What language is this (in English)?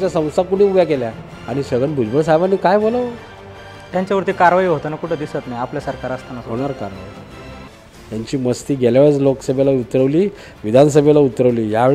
Marathi